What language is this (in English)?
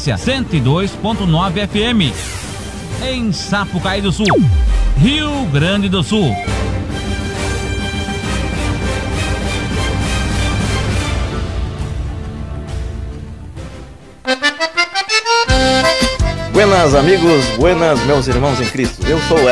Portuguese